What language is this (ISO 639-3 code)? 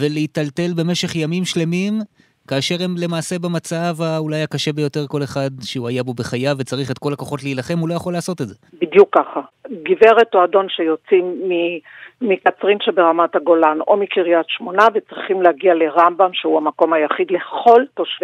heb